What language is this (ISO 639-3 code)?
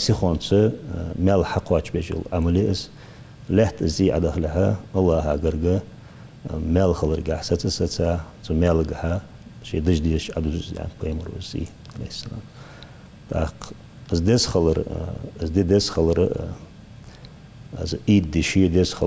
inh